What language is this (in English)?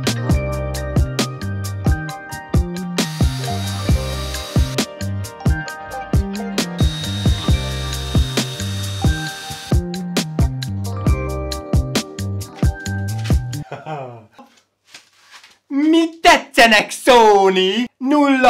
Hungarian